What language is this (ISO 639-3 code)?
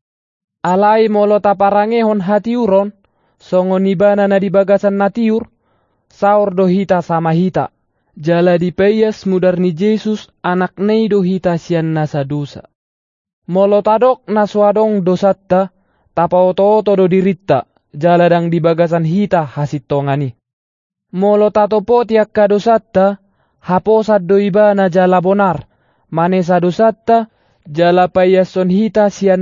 bbc